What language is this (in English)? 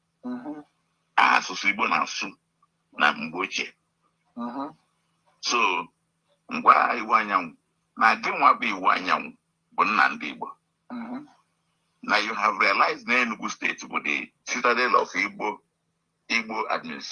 Igbo